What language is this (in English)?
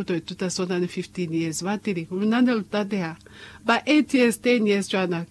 Lozi